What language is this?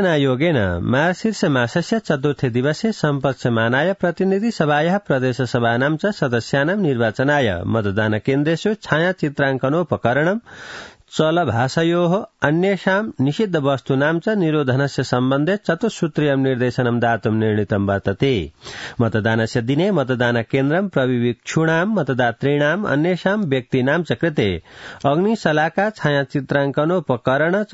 Sanskrit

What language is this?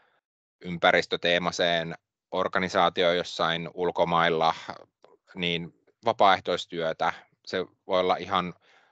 Finnish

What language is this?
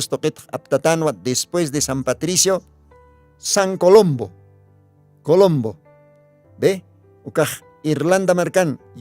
Aymara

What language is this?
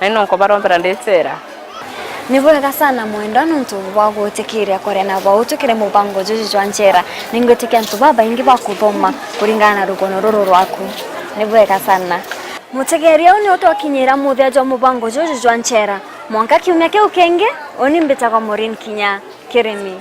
Meru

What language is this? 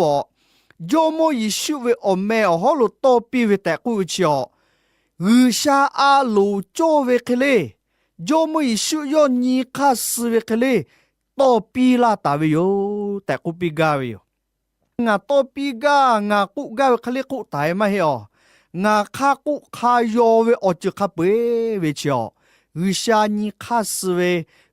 Lahu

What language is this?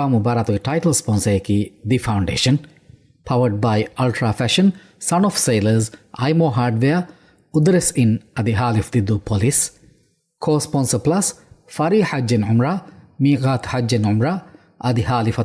Divehi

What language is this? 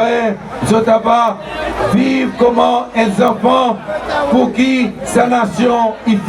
Seselwa Creole French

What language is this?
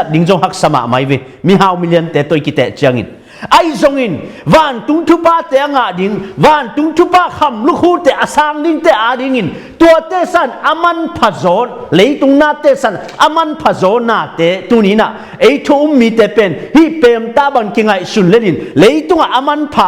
Tedim Chin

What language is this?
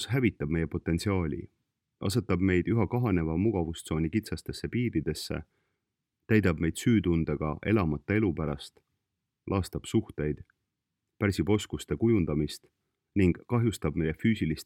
Estonian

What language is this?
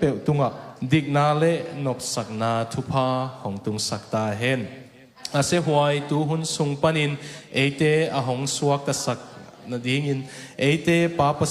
Tedim Chin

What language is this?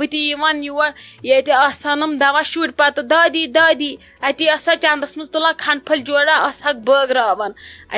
Kashmiri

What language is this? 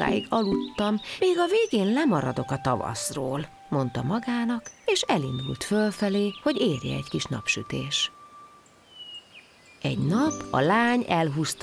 Hungarian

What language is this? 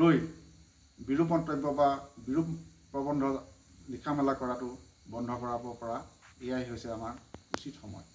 Assamese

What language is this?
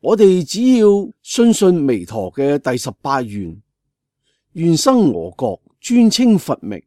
Cantonese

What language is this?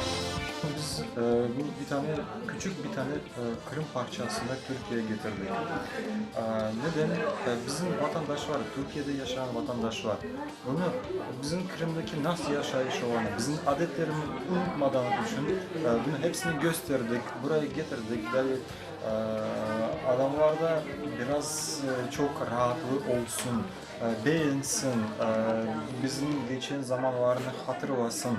Crimean Tatar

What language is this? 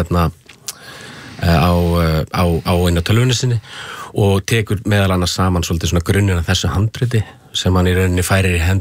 Icelandic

